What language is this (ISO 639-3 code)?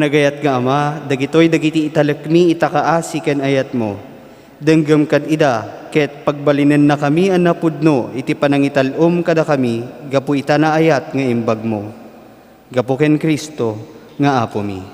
ilo